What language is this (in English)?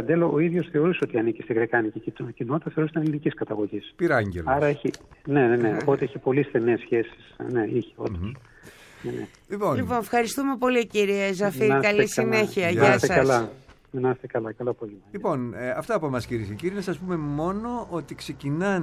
Greek